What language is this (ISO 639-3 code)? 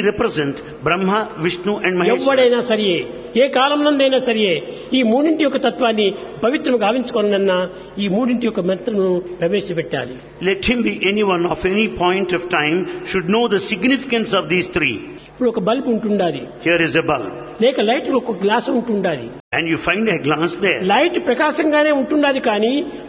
tel